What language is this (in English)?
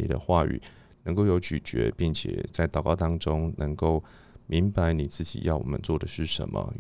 Chinese